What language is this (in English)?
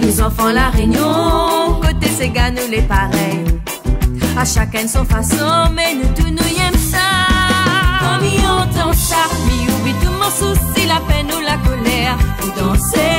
Réunion Creole French